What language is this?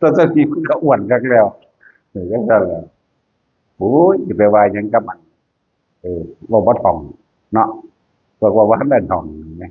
Northeastern Thai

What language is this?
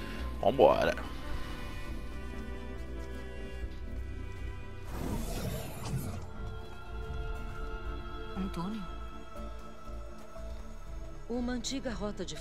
Portuguese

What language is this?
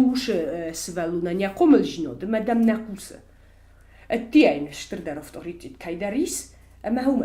Ossetic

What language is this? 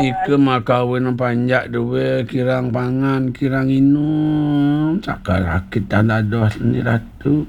Balinese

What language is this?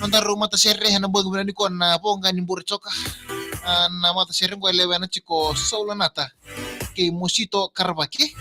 Fijian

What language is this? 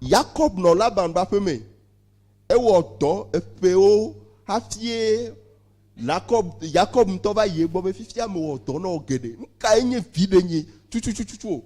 Ewe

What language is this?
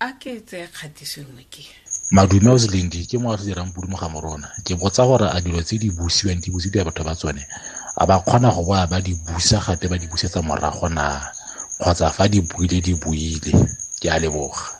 Tswana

